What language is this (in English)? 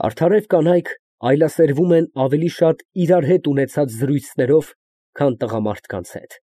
Armenian